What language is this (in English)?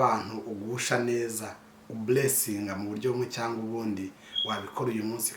Kinyarwanda